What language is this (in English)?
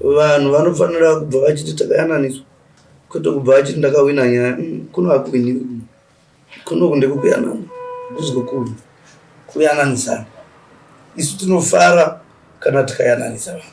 Shona